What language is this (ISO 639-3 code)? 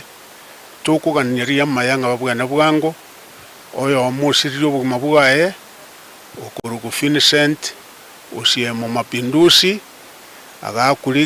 guz